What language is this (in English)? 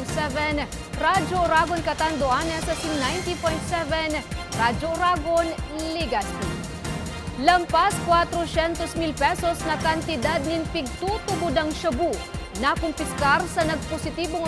Bikol